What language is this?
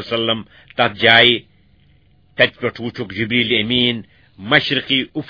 Kashmiri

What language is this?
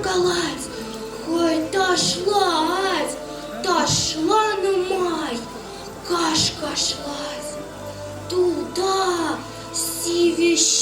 Chuvash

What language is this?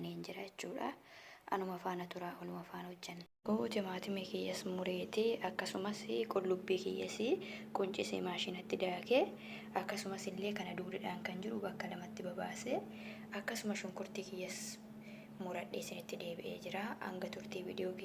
Oromo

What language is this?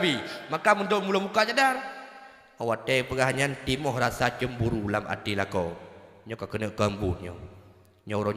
Achinese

